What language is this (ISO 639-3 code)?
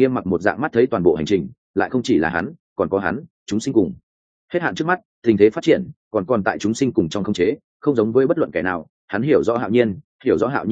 vie